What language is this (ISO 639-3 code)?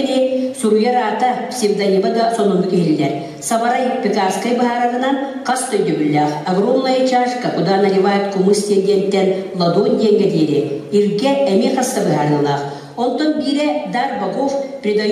sah